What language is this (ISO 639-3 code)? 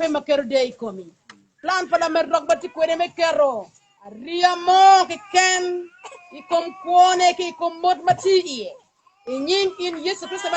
ach